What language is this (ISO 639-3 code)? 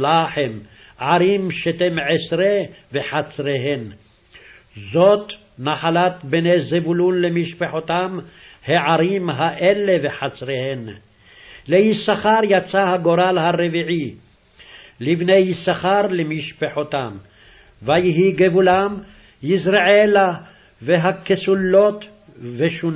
heb